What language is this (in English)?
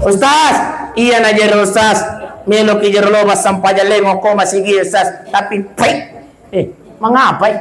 Buginese